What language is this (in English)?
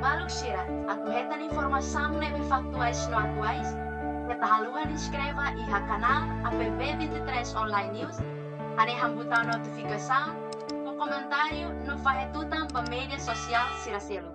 Tetum